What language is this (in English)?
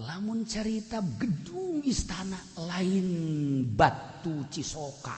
Sundanese